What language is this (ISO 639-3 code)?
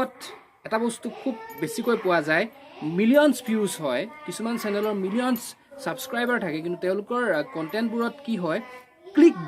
asm